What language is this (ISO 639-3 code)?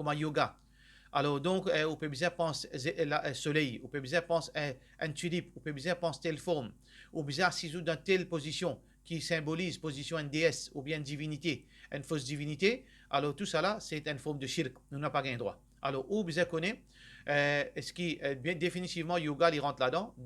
mfe